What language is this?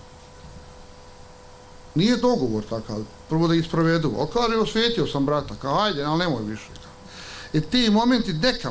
Bosnian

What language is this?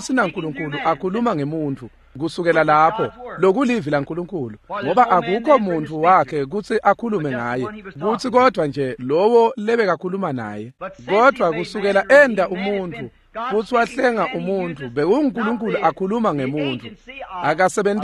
Swati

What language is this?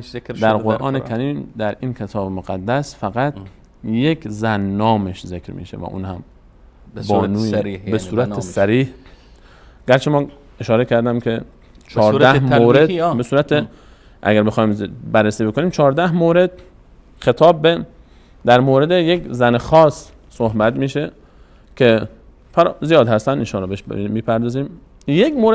Persian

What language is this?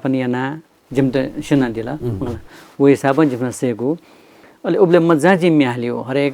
Newari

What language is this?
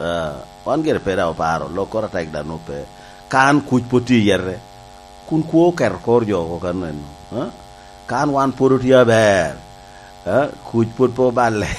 Lango (Uganda)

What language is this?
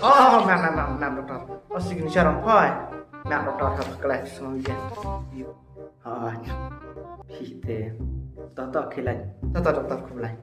Khasi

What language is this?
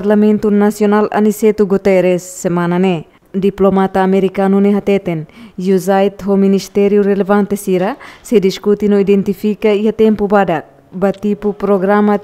Tetum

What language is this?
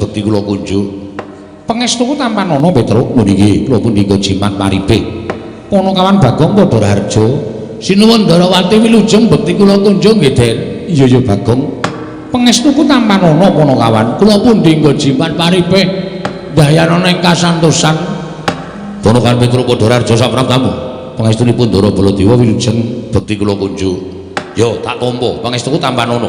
Javanese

